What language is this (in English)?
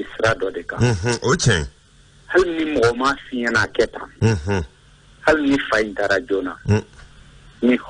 Bambara